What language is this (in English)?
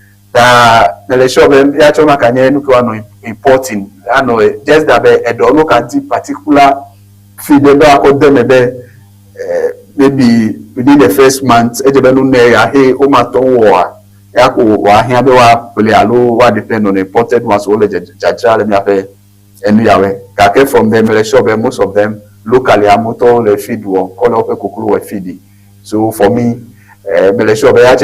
Ewe